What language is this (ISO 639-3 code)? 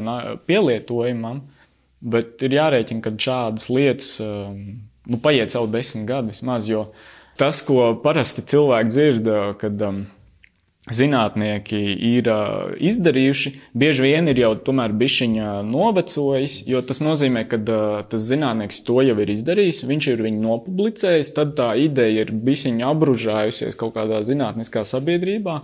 lav